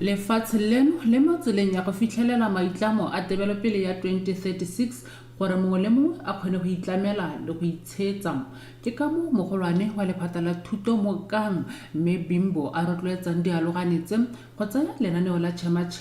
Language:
Tswana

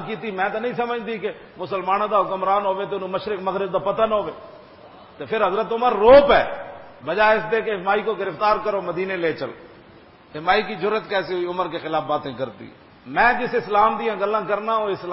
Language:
Western Panjabi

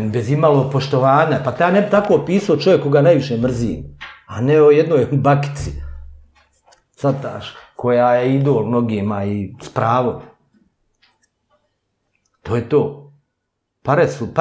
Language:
Bosnian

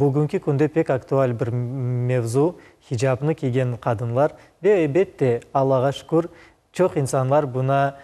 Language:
Crimean Tatar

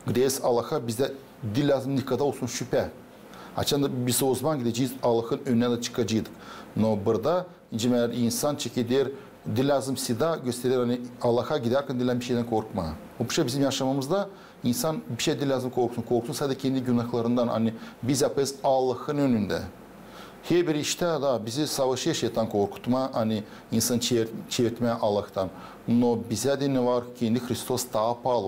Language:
Gagauz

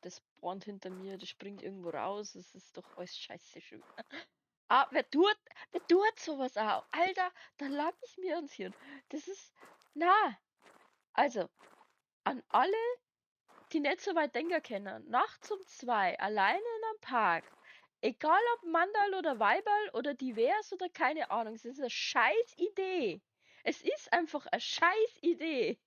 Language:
Bavarian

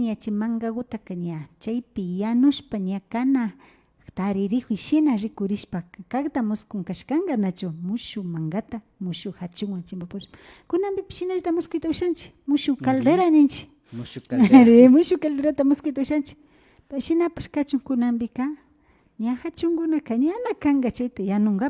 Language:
Imbabura Highland Quichua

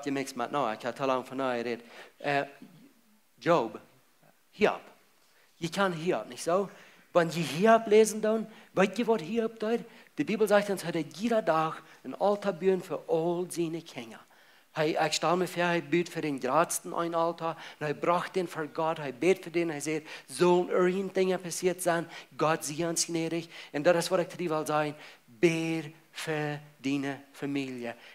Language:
Plautdietsch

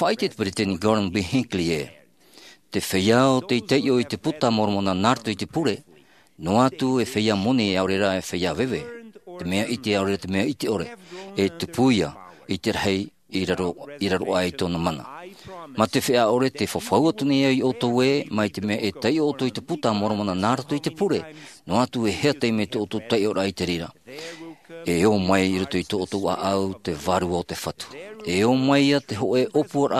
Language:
Tahitian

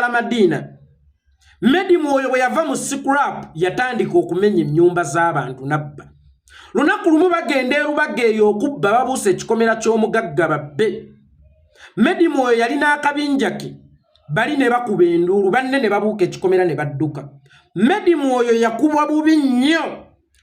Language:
Ganda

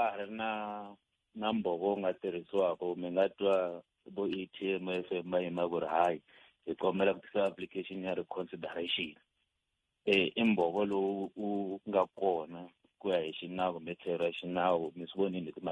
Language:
Tsonga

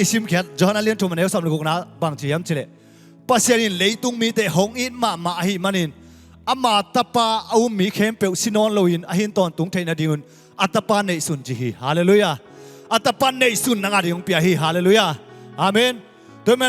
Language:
Tedim Chin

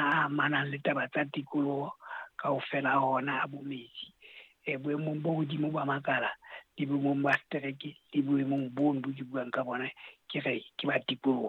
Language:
Southern Sotho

